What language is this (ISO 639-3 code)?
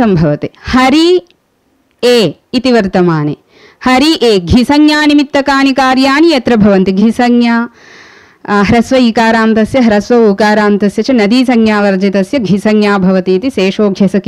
san